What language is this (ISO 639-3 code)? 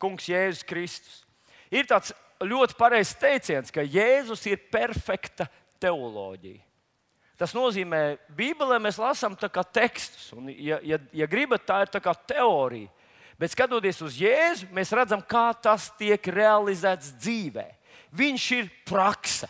lav